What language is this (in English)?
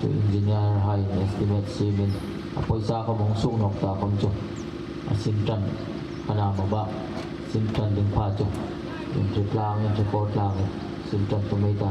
Hmar